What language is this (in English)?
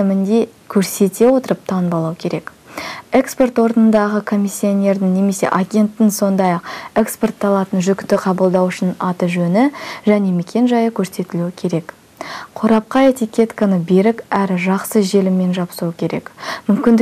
Kazakh